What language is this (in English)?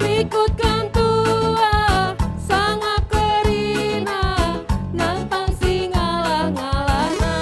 Batak Karo